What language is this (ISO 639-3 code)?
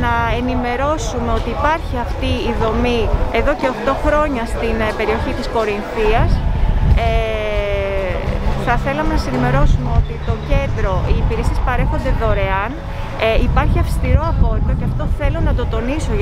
ell